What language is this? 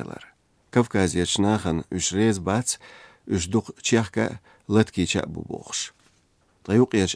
Chechen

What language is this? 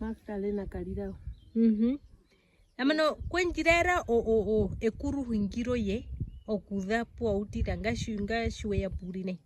Herero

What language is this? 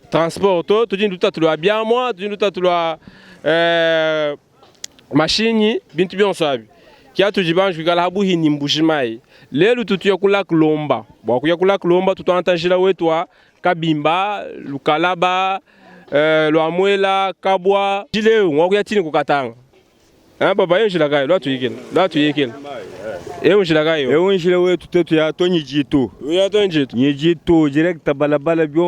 Luba-Lulua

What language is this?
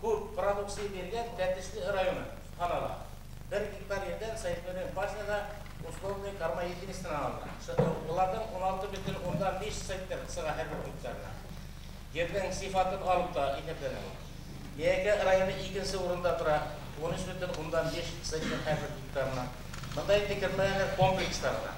Bashkir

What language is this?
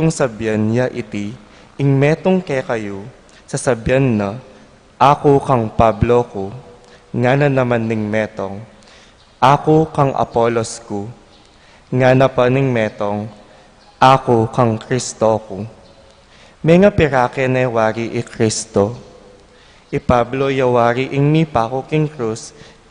Pampanga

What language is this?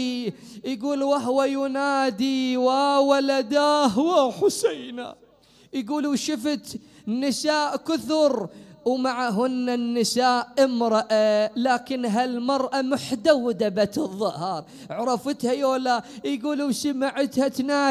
Mesopotamian Arabic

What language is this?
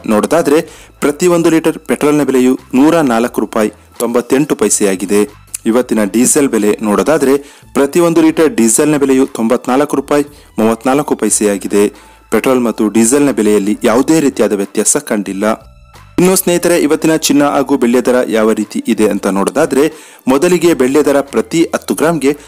Kannada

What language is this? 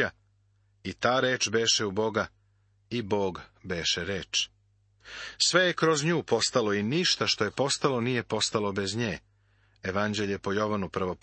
Serbian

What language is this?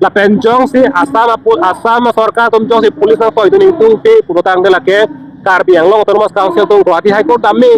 Karbi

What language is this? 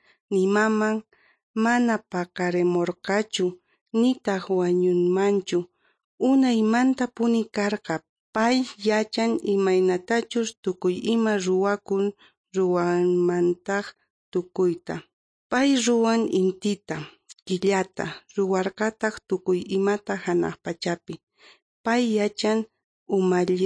South Bolivian Quechua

